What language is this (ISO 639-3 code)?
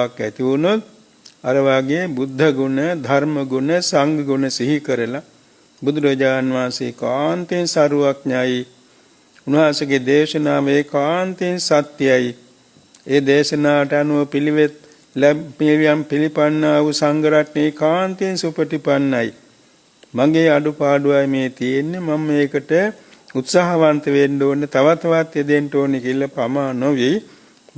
sin